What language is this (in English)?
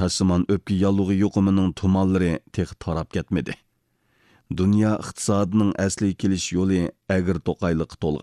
Uyghur